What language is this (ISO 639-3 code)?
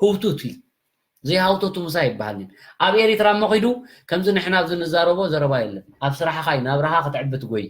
tir